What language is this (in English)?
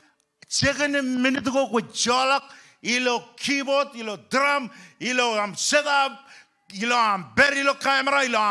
Marshallese